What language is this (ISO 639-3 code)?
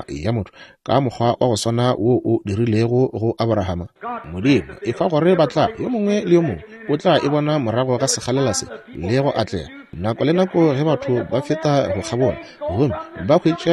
nso